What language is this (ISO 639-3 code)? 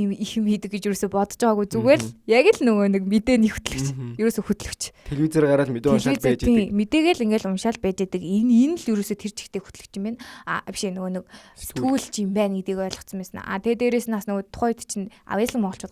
mon